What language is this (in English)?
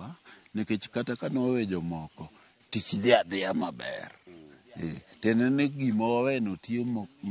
Luo (Kenya and Tanzania)